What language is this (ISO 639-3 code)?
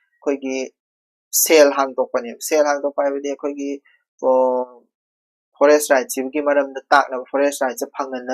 mni